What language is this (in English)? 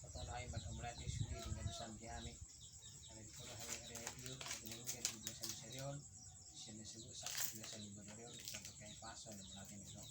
Batak Toba